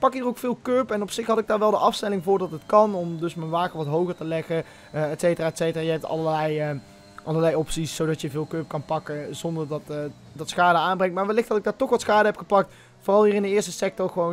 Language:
Dutch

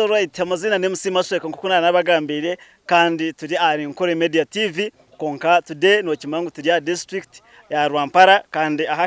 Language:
Nyankole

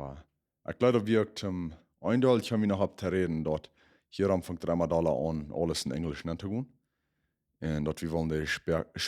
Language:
Plautdietsch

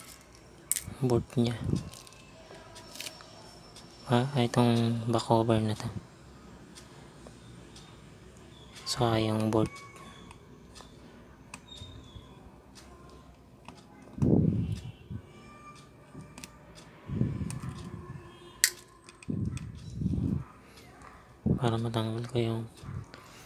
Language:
Filipino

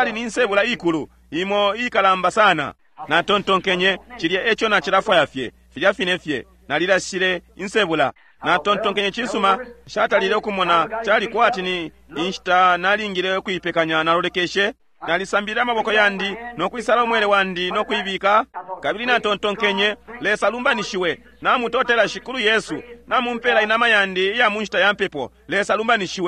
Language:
Bemba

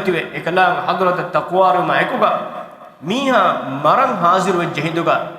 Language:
Divehi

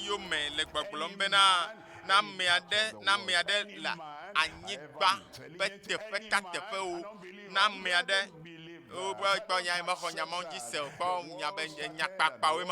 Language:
Ewe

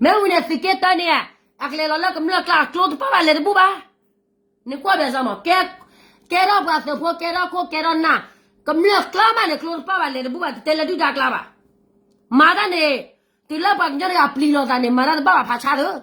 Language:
S'gaw Karen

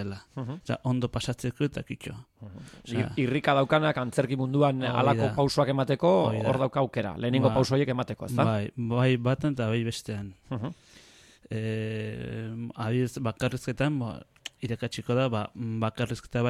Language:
Basque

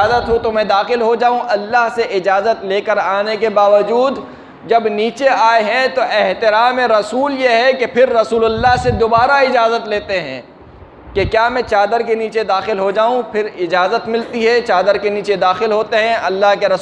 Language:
Urdu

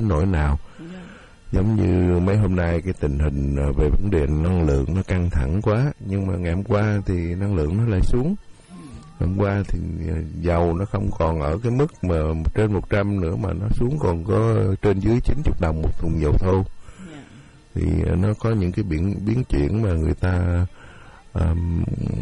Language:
Vietnamese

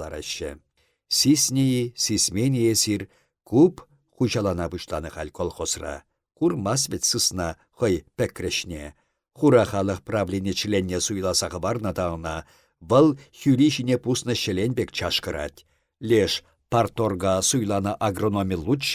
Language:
Chuvash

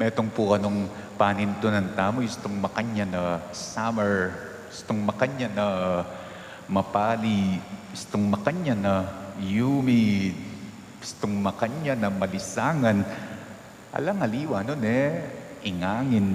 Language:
Pampanga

